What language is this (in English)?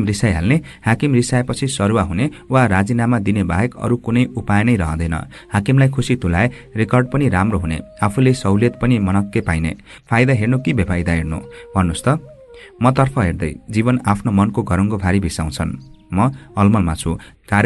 Nepali